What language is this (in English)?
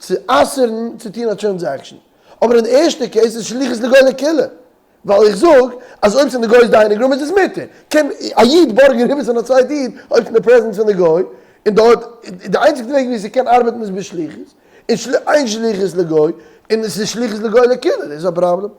Yiddish